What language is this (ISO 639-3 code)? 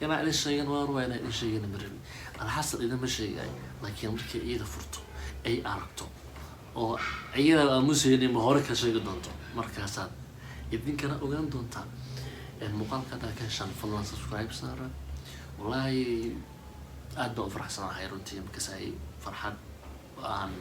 som